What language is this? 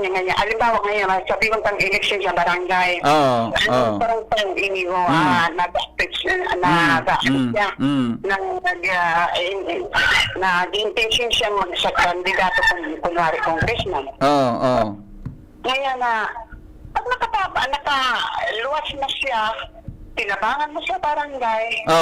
Bikol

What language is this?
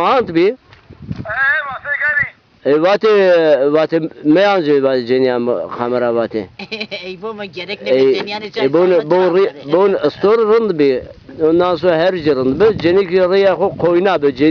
Zaza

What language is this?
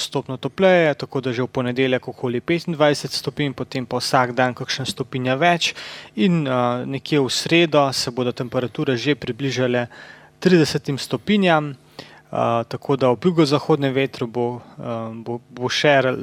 Slovenian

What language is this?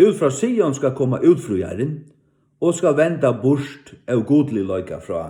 Faroese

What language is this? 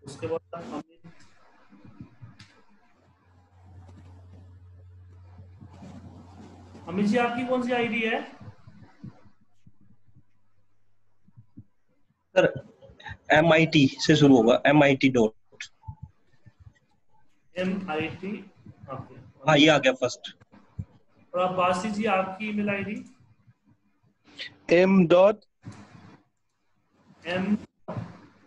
Hindi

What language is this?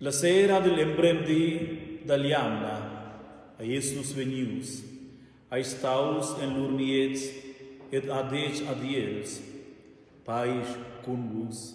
Romansh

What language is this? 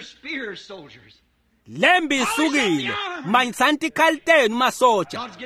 Swati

